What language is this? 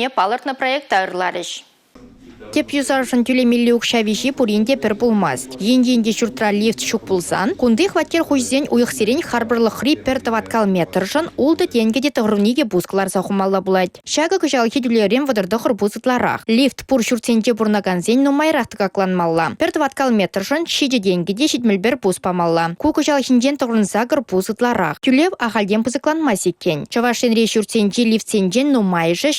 Chuvash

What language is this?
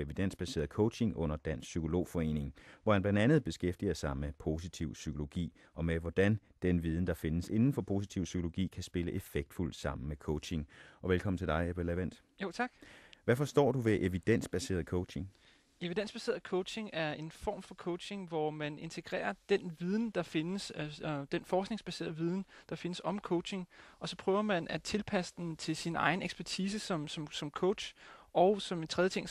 Danish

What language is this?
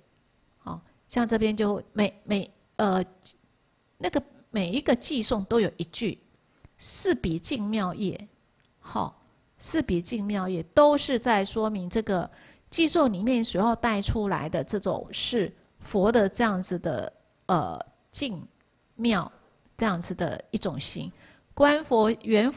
Chinese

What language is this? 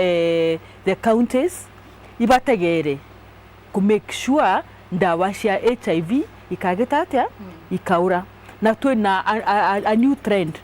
Meru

